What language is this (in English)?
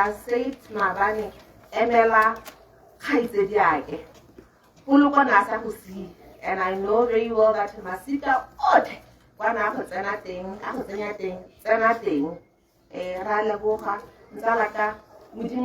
Tswana